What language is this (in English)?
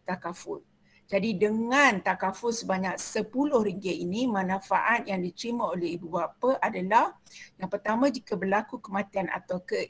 Malay